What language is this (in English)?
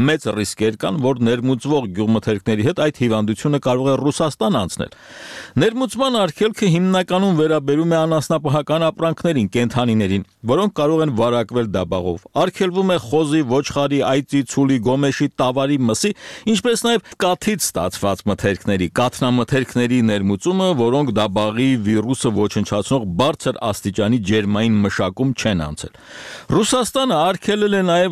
Armenian